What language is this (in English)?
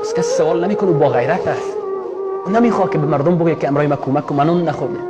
Persian